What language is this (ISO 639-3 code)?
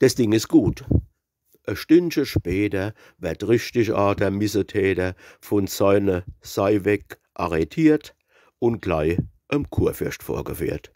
pfl